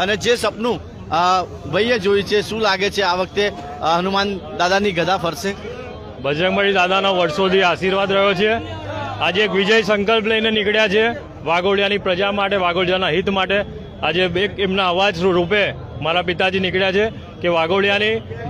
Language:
Gujarati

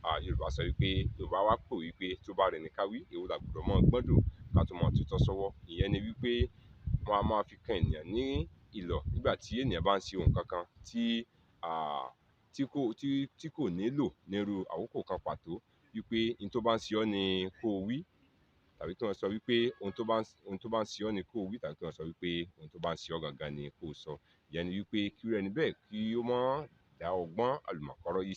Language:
Yoruba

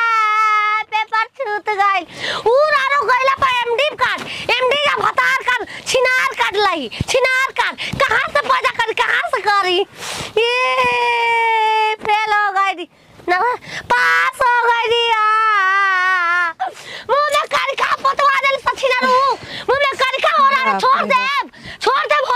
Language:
Bhojpuri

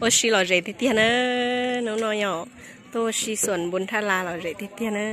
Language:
Hmong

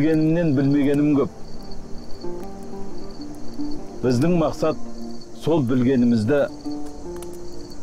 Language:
Kazakh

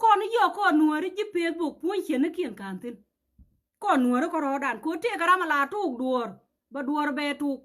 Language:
Nuer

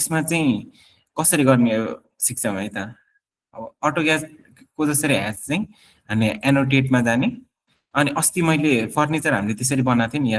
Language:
Nepali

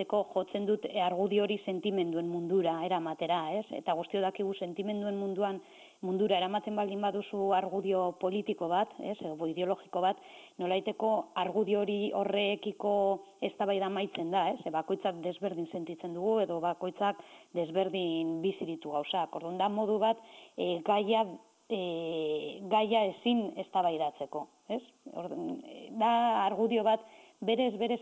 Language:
Basque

